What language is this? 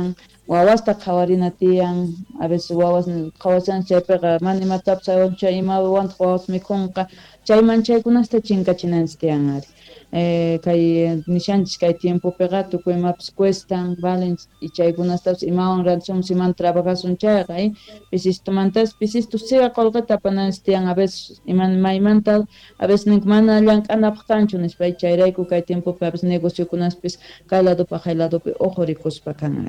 South Bolivian Quechua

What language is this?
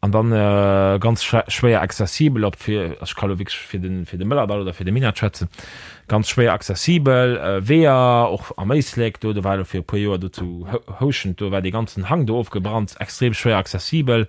Luxembourgish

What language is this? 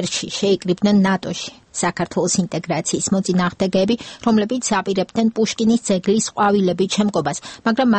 Georgian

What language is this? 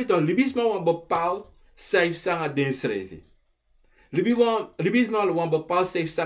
Sranan Tongo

